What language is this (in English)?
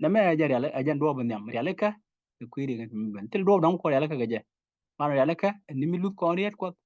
Nuer